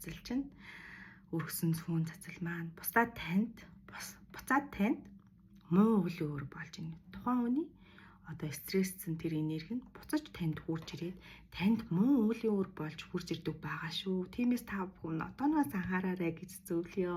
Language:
Mongolian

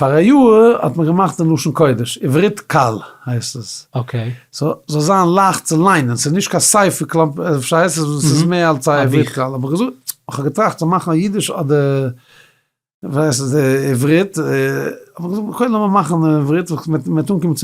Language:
Yiddish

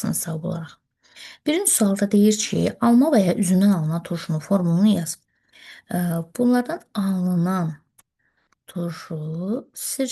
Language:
Azerbaijani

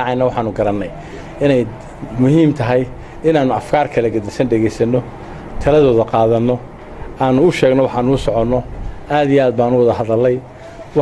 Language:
Somali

